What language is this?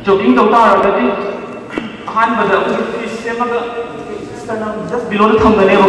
Manipuri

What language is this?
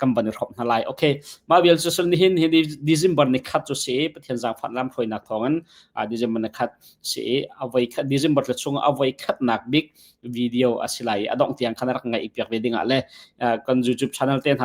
Hakha Chin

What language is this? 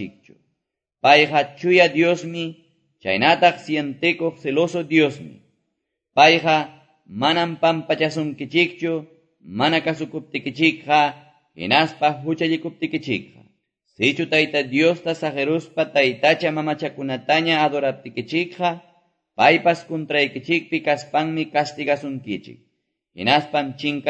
Quechua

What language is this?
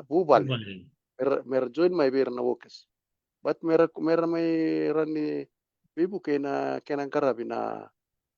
Fijian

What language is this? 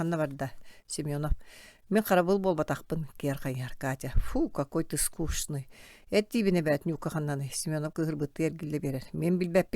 Yakut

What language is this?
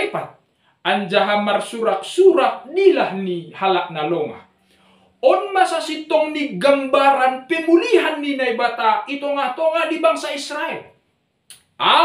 Batak Simalungun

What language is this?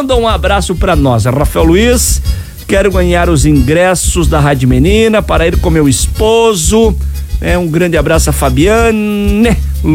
Portuguese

